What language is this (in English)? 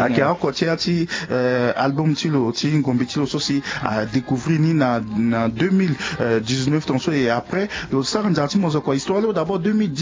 Sango